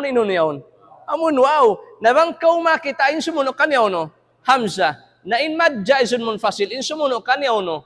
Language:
Tausug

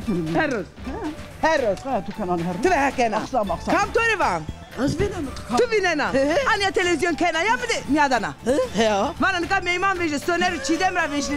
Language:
Zaza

